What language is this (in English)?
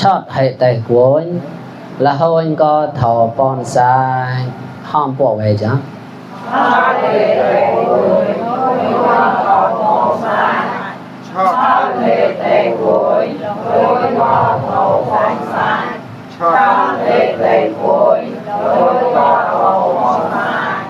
Mon